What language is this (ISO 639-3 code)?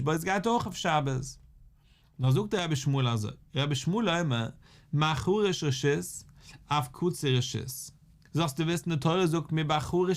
yid